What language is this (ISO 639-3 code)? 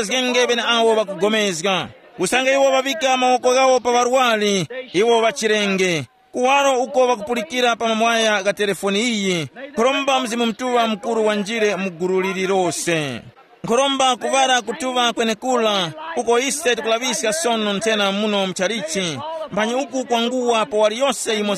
tum